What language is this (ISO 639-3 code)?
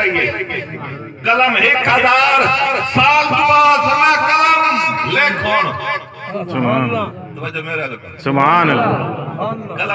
skr